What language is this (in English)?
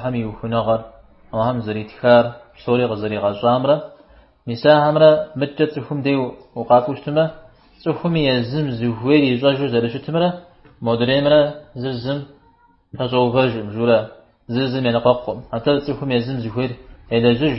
Kabardian